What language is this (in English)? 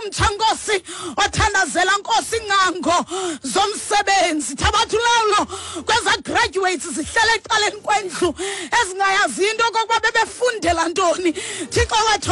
Xhosa